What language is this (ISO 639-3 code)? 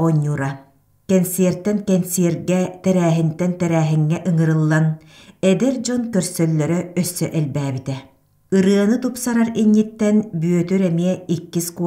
sah